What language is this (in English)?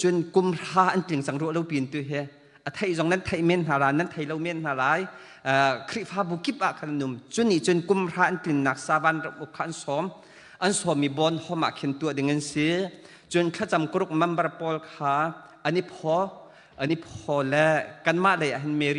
Hakha Chin